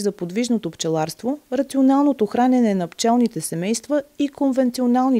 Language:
Bulgarian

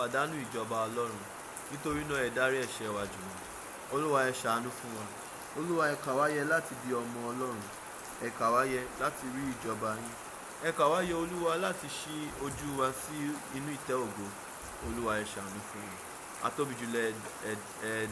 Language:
Yoruba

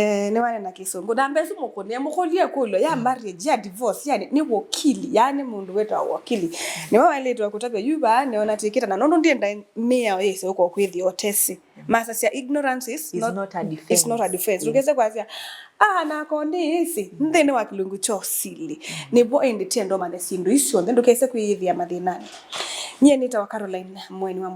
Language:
Kamba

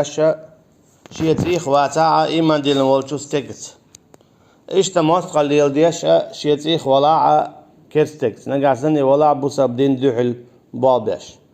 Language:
Chechen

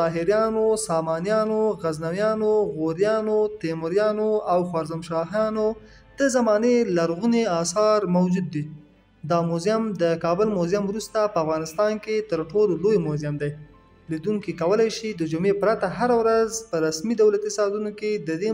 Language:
Pashto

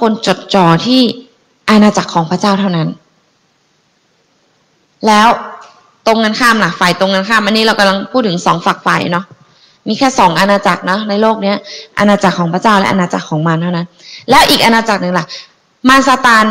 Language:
Thai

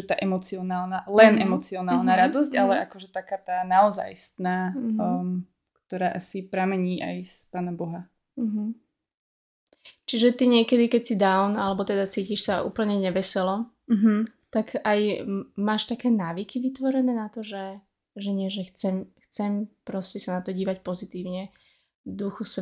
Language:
Slovak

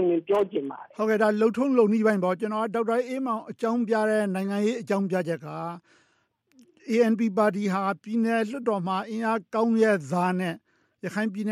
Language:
Burmese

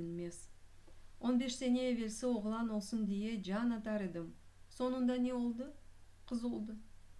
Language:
Crimean Tatar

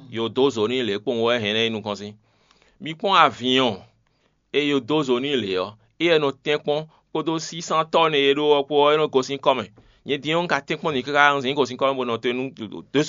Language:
Fon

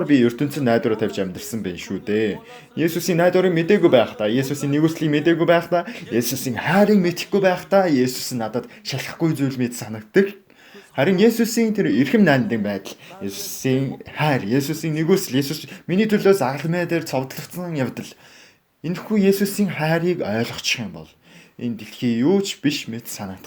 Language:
Mongolian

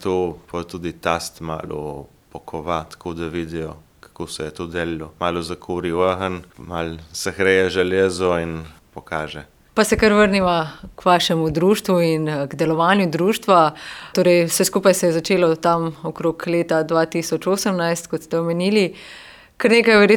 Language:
Slovenian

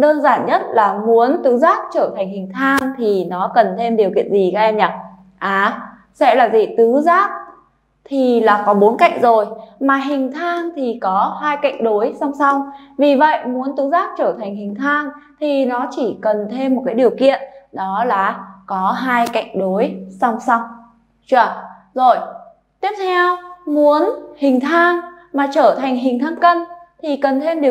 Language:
Vietnamese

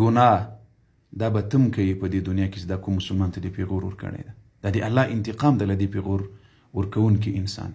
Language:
Pashto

